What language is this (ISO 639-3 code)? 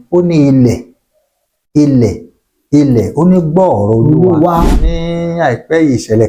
yor